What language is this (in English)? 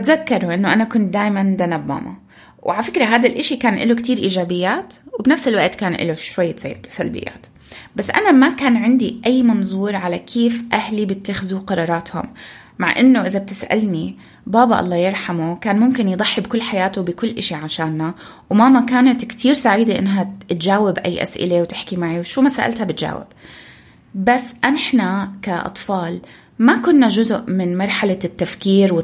North Levantine Arabic